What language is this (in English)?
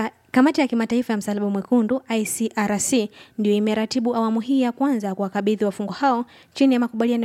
Swahili